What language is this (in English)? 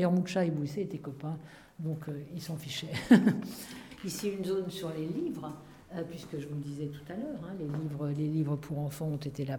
French